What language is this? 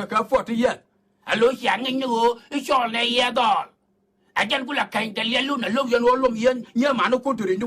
Nuer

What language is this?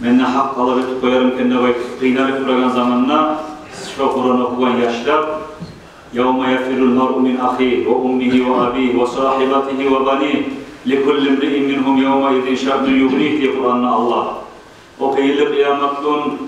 Kumyk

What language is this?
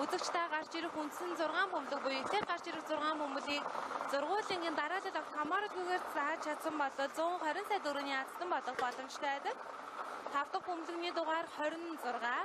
Mongolian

